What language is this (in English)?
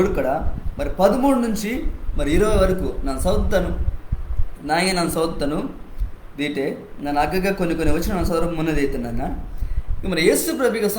Koya